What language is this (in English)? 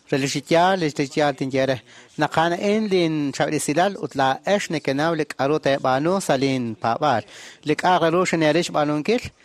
Kekchí